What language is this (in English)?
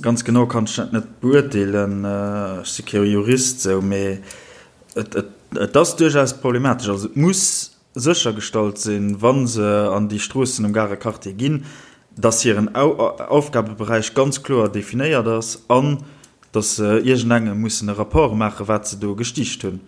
Luxembourgish